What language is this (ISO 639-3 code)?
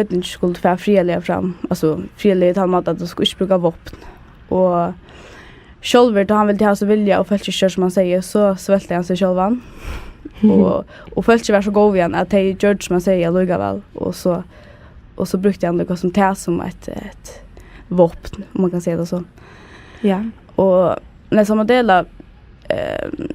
fao